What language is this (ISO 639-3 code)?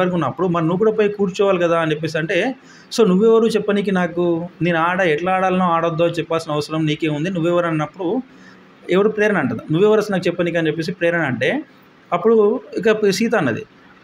tel